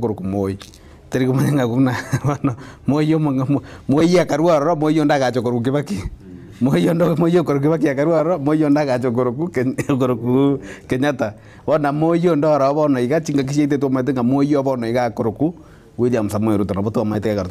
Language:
Gusii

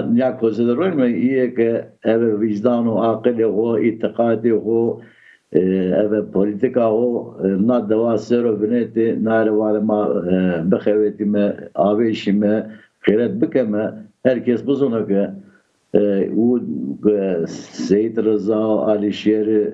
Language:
Zaza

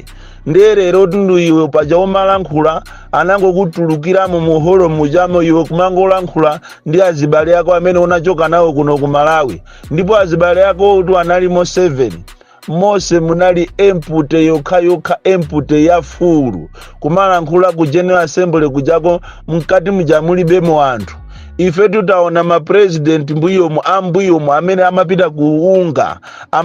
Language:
Nyanja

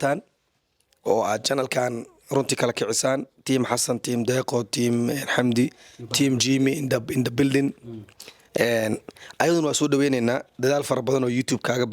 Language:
Somali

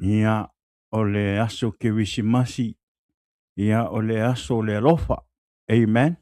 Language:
Samoan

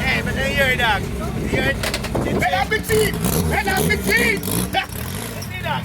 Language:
Jamaican Creole English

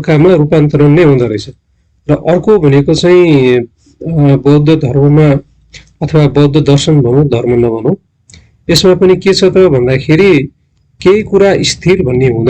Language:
Nepali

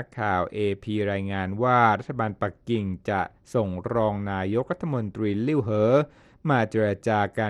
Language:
Thai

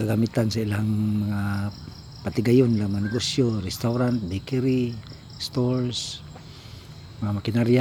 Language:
Cebuano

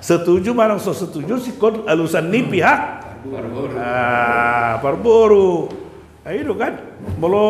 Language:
Batak Toba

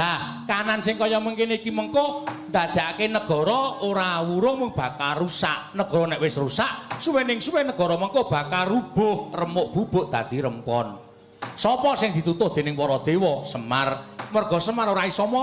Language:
Javanese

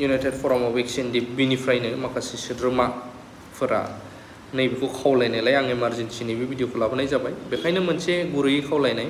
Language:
Bodo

